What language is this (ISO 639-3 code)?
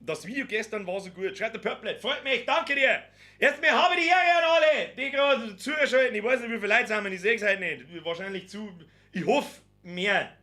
bar